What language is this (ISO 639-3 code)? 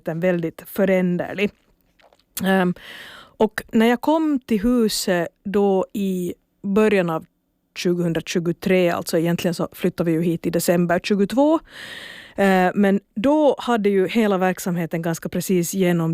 swe